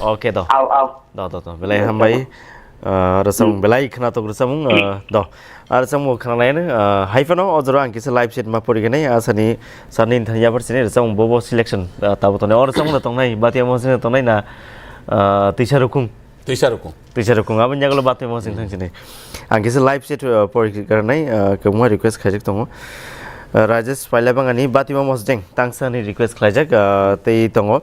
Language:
Kok Borok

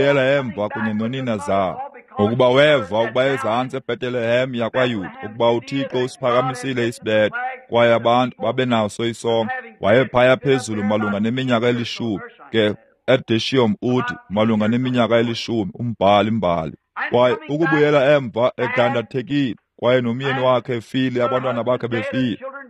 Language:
Xhosa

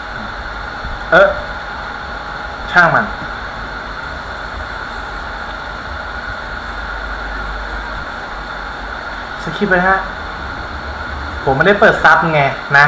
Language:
Thai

